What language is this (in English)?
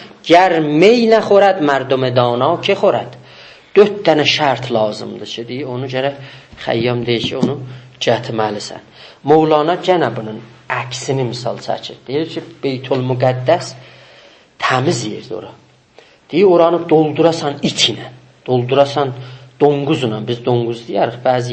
South Azerbaijani